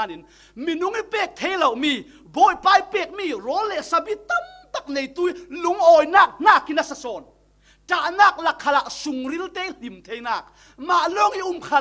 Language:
Falam Chin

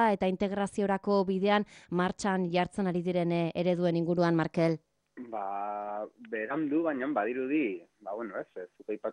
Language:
Basque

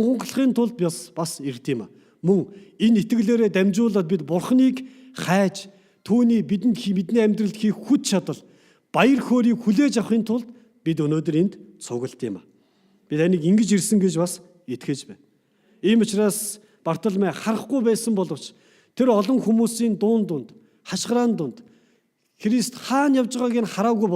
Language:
Mongolian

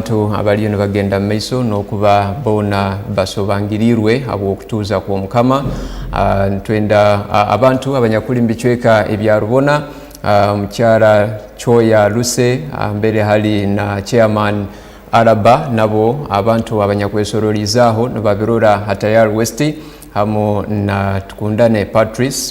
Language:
Tooro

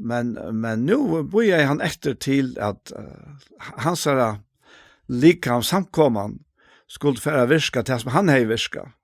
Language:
Faroese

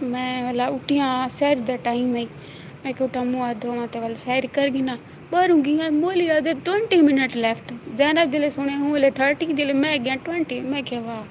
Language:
Saraiki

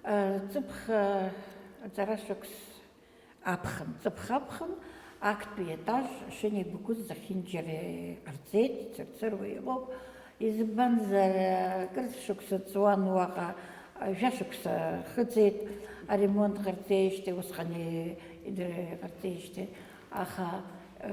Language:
Abkhazian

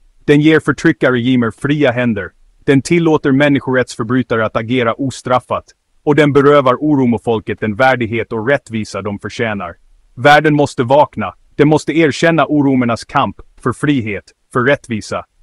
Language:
Swedish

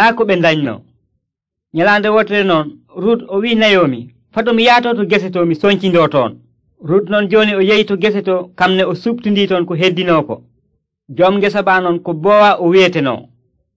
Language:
Nigerian Fulfulde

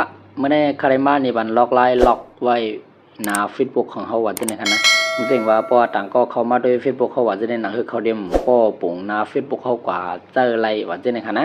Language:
Shan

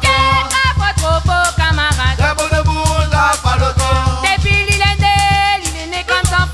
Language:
Réunion Creole French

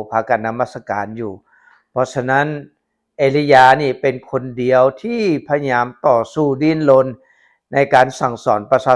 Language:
Lao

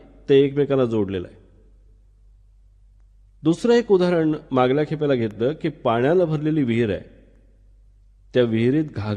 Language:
Marathi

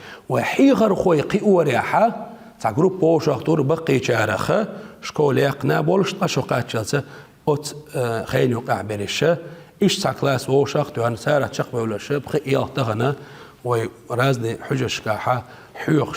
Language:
Chechen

